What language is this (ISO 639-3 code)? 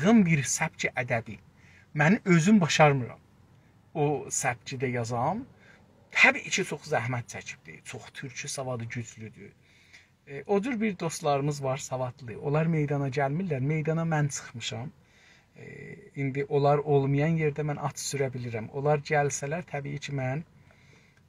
azb